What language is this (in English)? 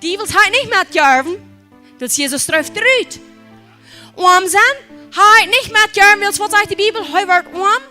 Plautdietsch